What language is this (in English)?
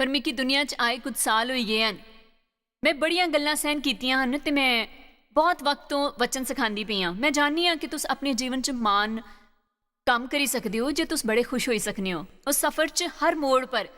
Dogri